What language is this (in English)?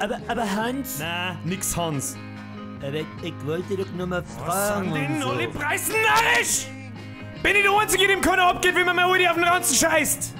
Bavarian